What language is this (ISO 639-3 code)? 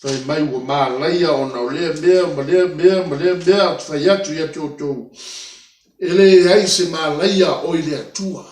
smo